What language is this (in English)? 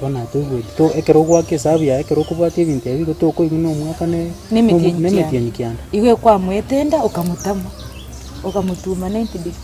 Gusii